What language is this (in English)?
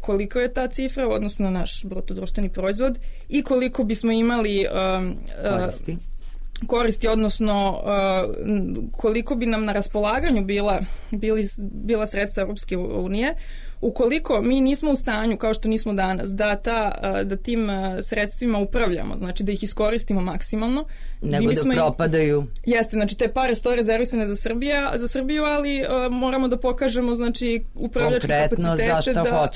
Serbian